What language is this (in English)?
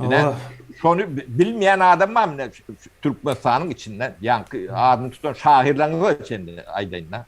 Turkmen